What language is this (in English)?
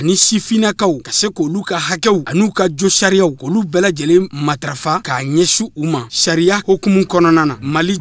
Bambara